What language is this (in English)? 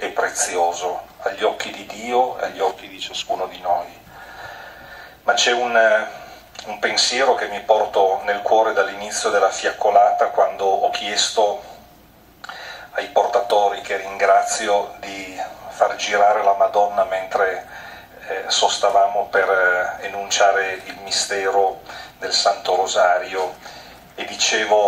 Italian